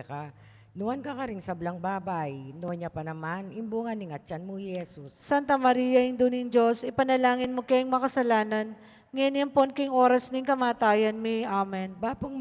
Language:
Pampanga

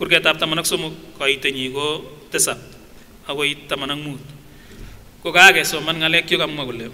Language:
Kipsigis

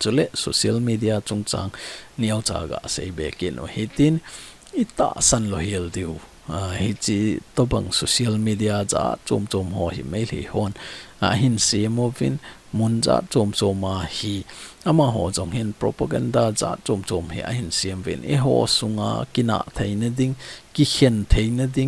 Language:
Thado Chin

